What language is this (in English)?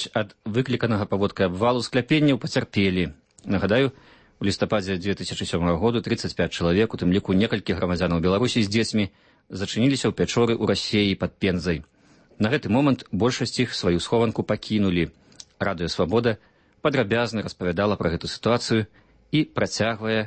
Belarusian